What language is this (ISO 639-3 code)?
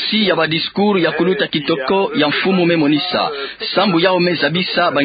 ktu